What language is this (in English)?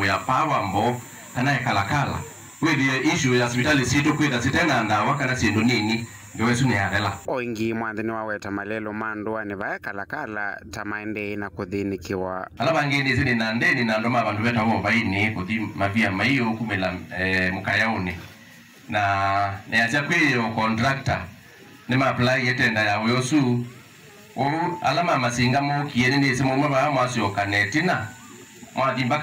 Kamba